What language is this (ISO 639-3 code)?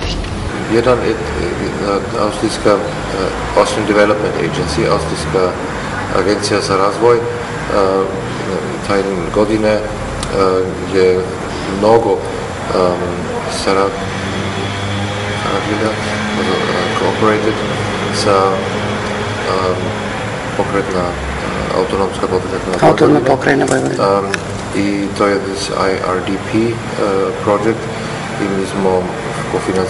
srp